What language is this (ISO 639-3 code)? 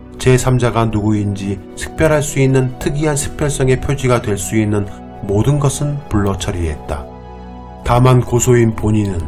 kor